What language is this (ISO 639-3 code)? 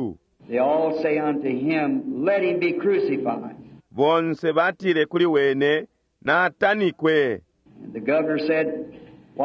bem